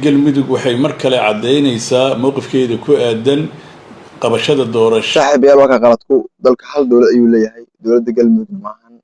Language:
Somali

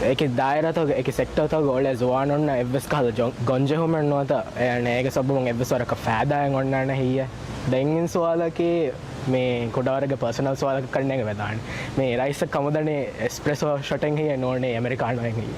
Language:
Divehi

